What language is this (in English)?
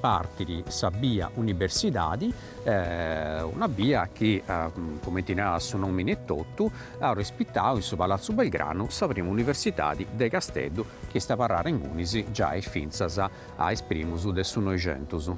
Sardinian